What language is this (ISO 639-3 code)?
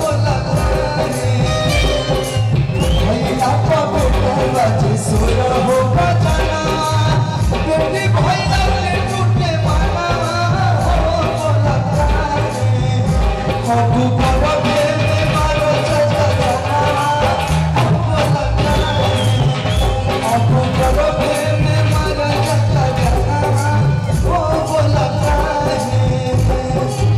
bho